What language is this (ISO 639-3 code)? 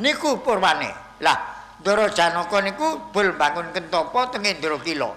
jav